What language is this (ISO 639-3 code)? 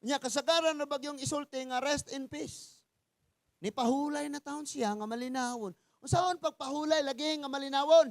ceb